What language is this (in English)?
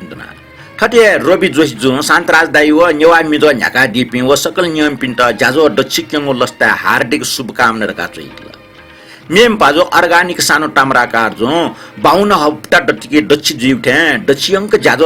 Newari